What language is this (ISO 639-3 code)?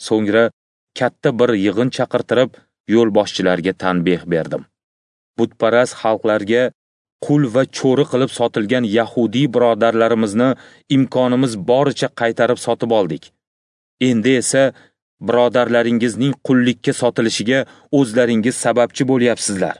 uzb